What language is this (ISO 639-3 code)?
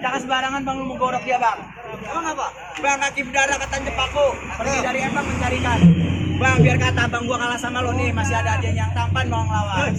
bew